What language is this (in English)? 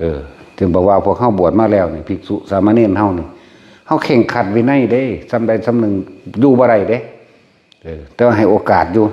Northeastern Thai